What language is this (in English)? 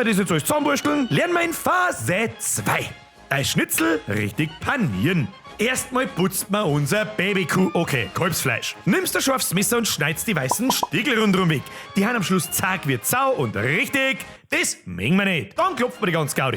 Bavarian